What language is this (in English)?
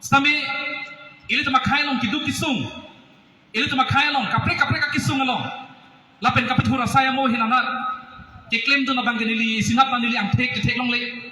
Karbi